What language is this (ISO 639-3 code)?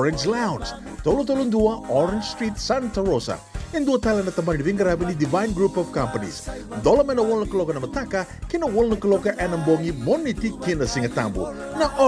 fij